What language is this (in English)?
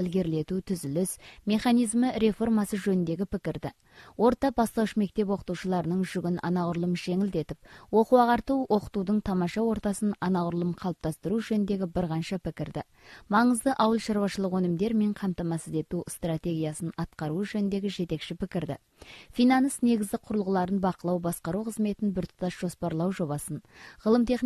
Kazakh